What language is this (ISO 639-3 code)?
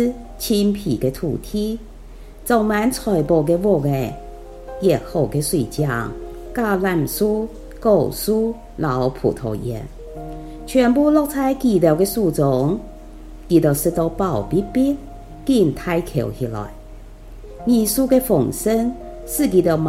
hak